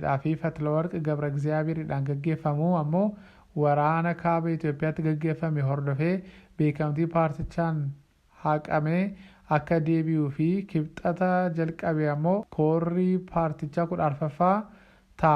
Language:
Oromo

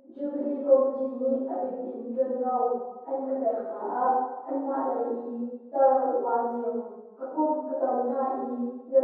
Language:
Hakha Chin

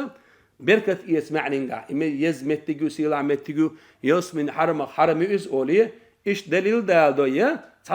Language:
Chechen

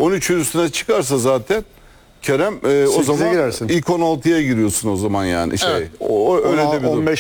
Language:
Turkish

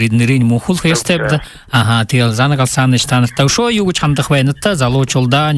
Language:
Buriat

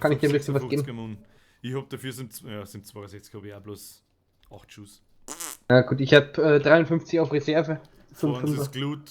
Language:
Bavarian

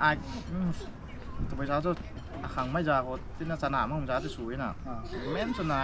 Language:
Rongmei Naga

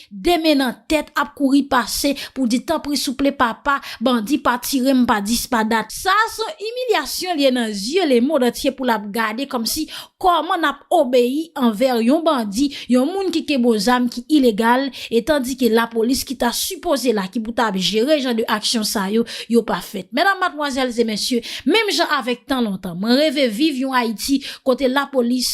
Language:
Haitian Creole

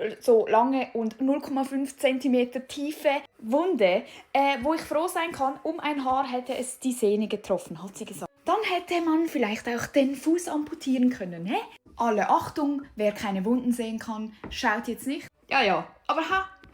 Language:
Swiss German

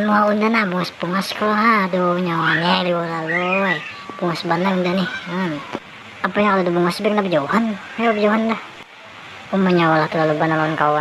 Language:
Banjar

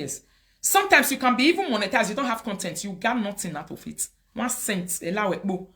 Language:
Nigerian Pidgin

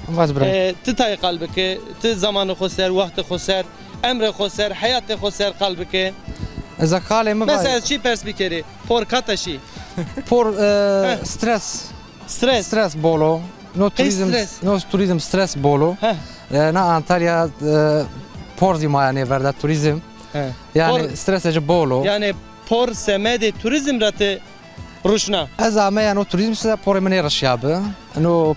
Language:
Zaza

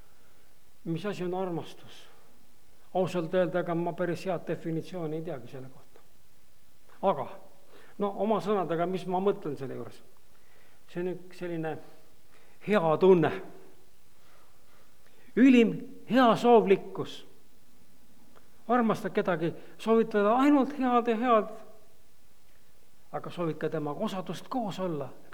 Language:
Estonian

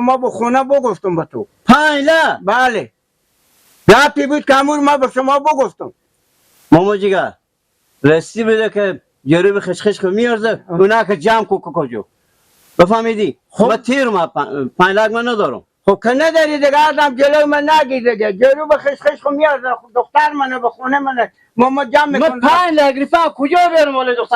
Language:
Persian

